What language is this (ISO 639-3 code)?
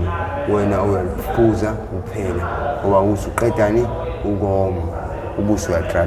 zul